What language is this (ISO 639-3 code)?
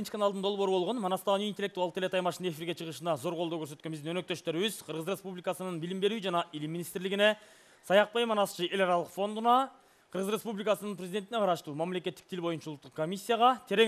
kir